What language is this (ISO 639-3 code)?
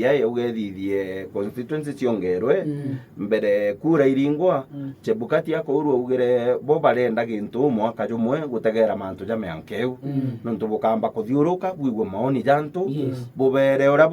mer